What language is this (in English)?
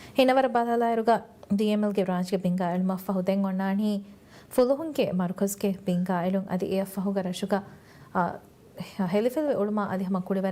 Divehi